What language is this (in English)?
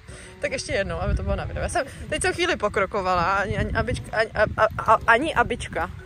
Czech